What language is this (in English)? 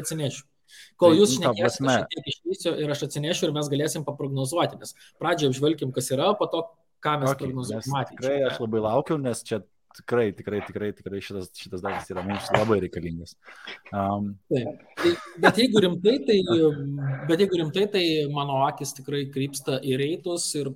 Lithuanian